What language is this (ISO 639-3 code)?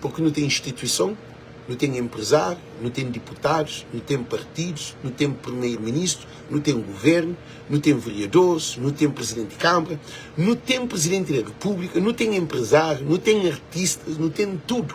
kea